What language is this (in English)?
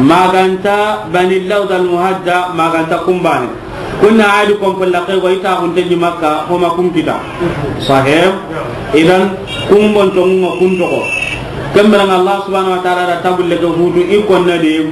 Soninke